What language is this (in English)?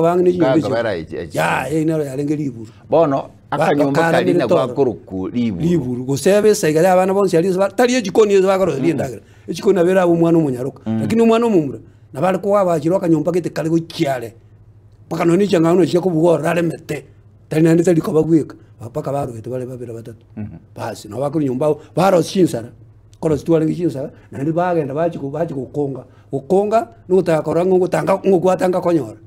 Gusii